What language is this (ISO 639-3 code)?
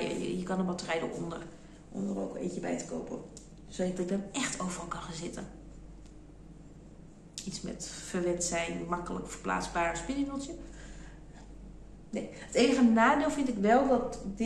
nld